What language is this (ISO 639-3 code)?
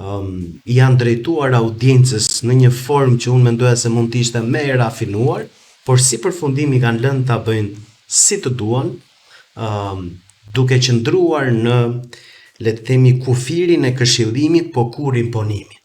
sqi